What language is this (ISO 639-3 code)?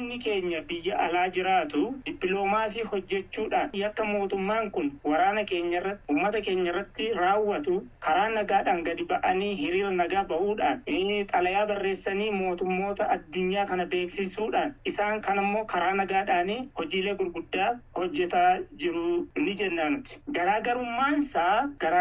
orm